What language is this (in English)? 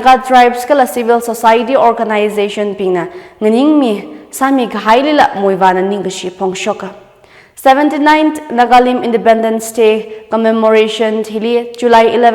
Tangkhul Naga (India)